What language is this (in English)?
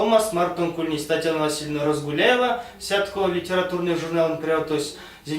Erzya